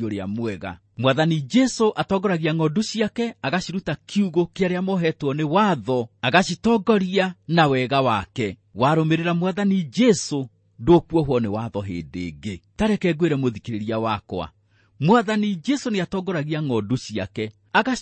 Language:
Kikuyu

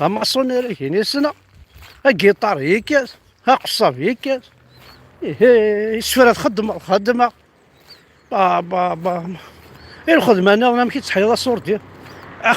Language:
Kabyle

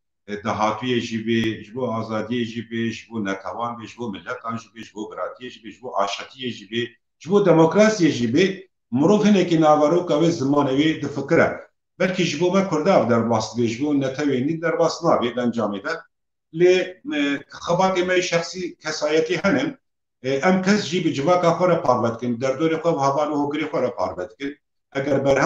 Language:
Kurdish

